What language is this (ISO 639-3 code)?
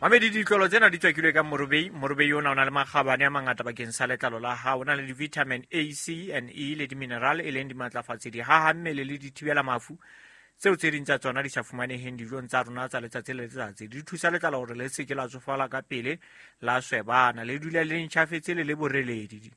sot